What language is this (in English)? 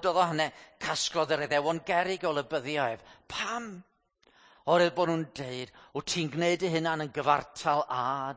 Welsh